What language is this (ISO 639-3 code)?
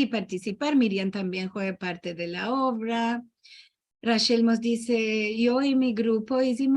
lad